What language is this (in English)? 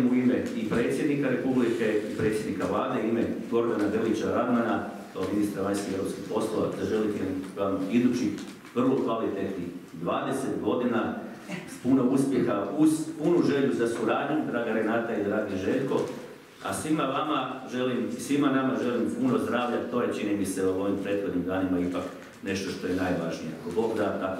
Croatian